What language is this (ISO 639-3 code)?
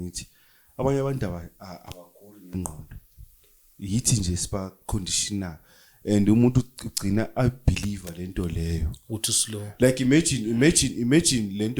zul